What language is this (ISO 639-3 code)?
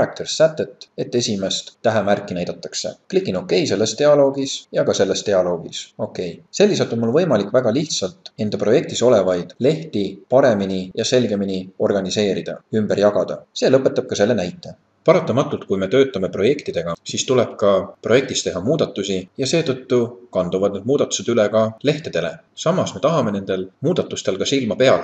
est